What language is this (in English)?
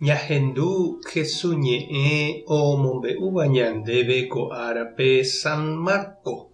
Guarani